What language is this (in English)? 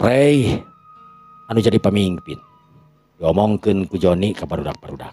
Sundanese